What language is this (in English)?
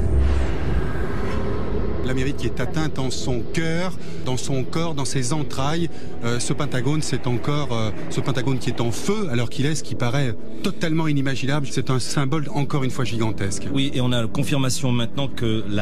French